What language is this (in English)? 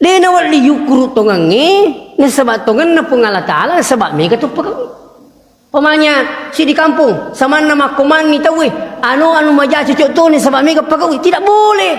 Buginese